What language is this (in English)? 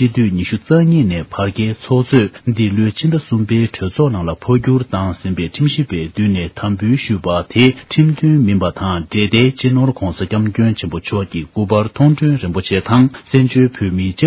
Tibetan